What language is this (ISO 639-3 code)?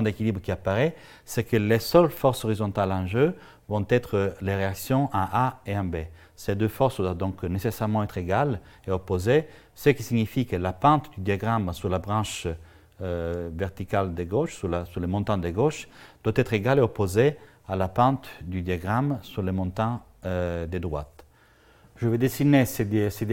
fra